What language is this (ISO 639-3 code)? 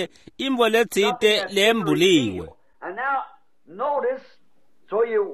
ssw